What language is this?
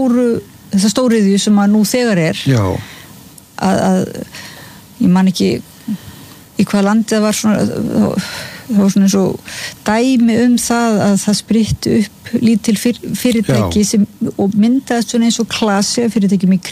Icelandic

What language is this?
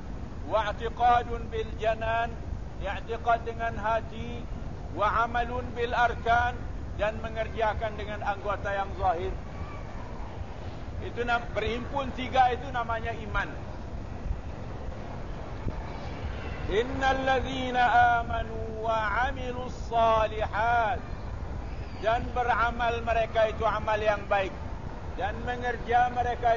Malay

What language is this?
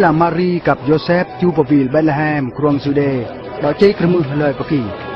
Eastern Bru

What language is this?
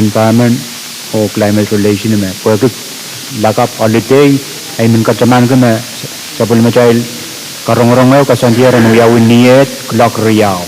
Pohnpeian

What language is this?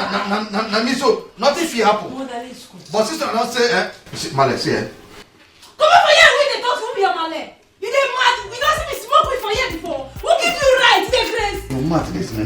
Nigerian Pidgin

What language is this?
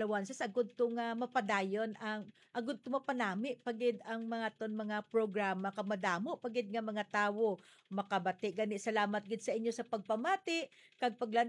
Hiligaynon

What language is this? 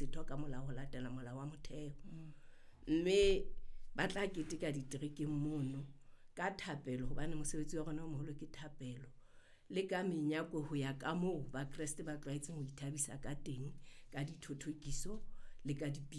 Southern Sotho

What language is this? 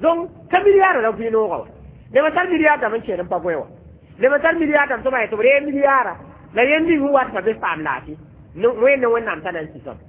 Mossi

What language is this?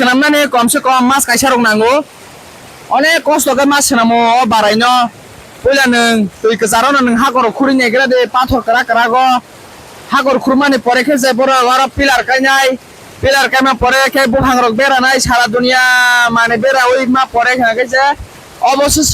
Kok Borok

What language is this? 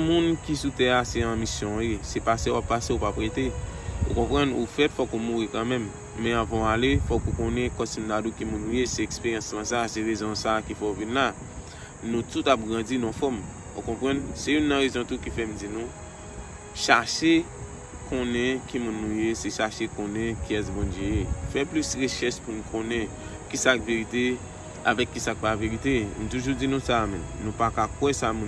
Haitian Creole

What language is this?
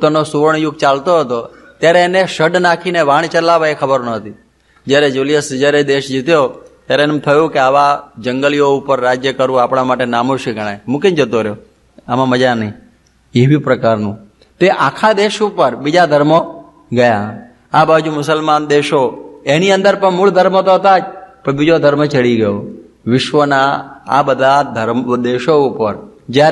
Gujarati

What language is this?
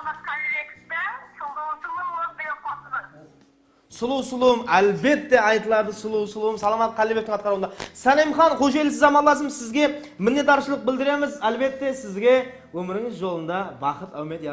Kara-Kalpak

